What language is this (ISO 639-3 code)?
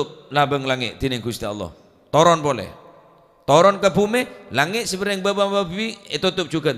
mad